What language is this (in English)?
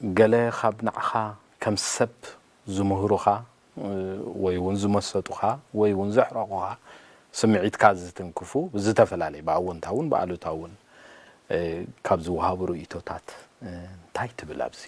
Tigrinya